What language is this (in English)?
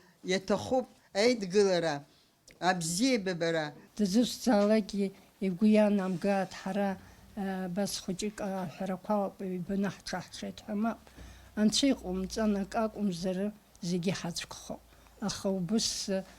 Abkhazian